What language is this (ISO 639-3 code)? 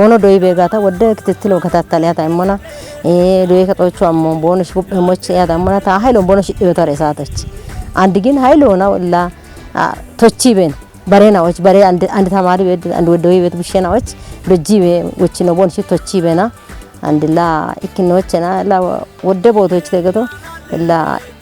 kbr